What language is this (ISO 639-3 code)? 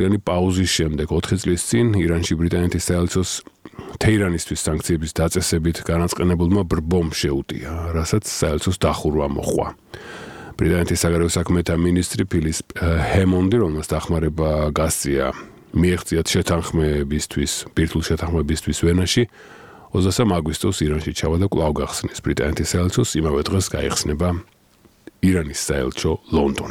kat